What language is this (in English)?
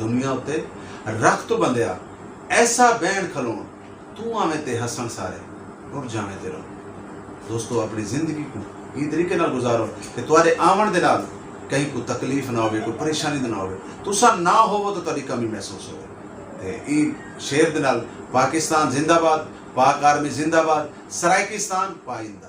Saraiki